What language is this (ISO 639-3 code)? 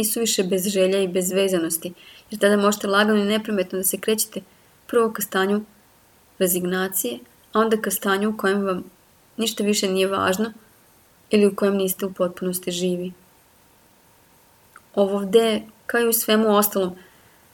srp